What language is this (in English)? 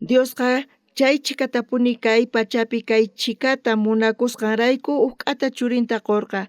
South Bolivian Quechua